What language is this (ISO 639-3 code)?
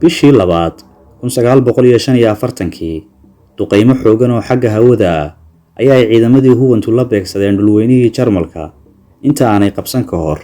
som